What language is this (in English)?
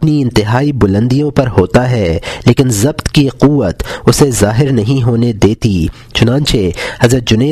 Urdu